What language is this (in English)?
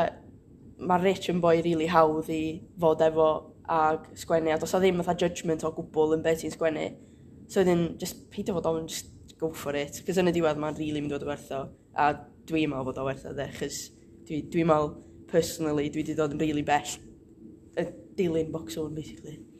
Welsh